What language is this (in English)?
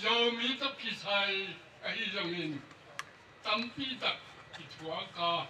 Tedim Chin